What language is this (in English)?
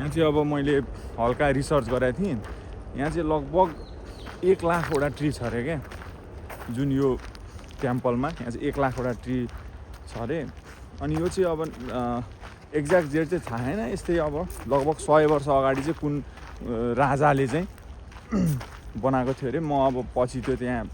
Nepali